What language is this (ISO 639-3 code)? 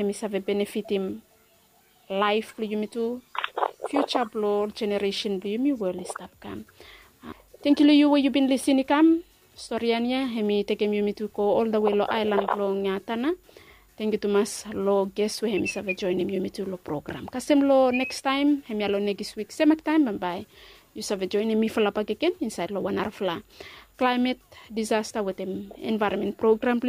bis